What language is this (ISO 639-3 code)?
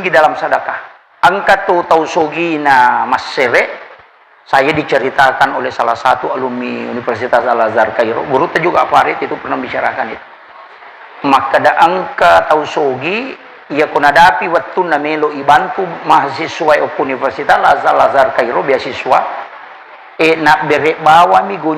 bug